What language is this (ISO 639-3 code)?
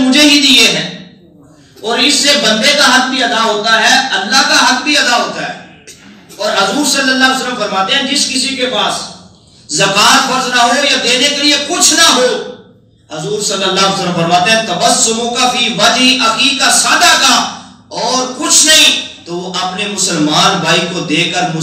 urd